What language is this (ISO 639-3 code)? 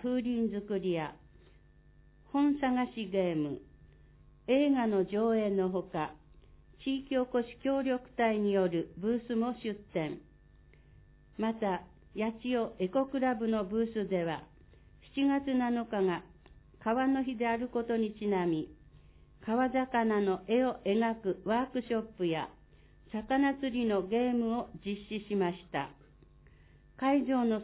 jpn